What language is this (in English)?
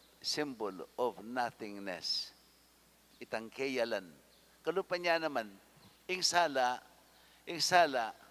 Pampanga